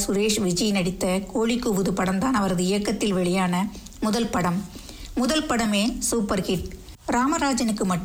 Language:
Tamil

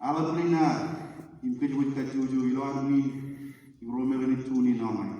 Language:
Marshallese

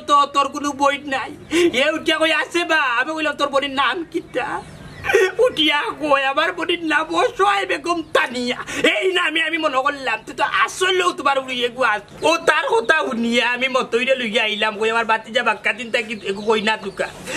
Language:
Sylheti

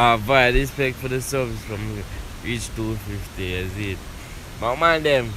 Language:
Jamaican Creole English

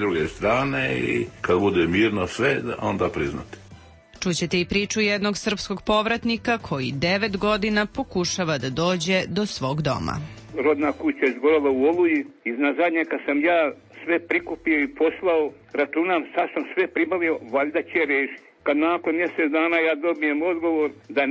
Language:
Serbian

